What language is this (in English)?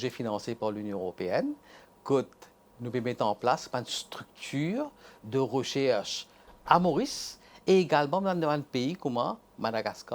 Morisyen